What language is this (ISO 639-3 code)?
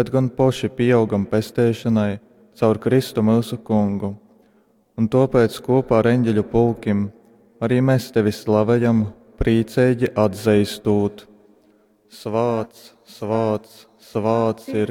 ltg